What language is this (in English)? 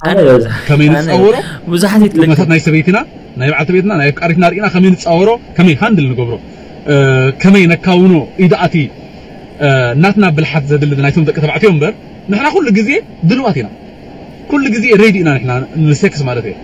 Tigrinya